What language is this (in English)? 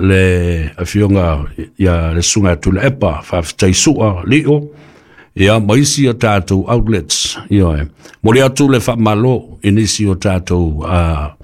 Samoan